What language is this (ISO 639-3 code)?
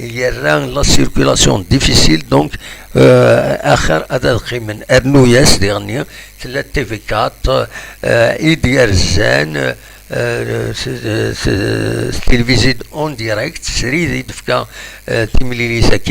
kab